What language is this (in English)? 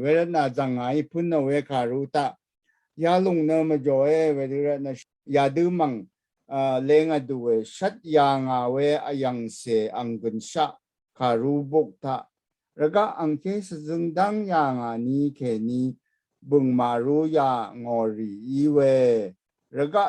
Rawang